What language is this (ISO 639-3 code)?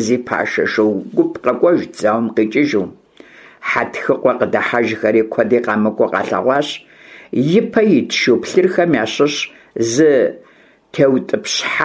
kbd